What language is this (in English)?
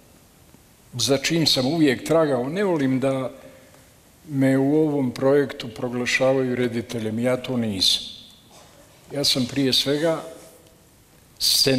Bosnian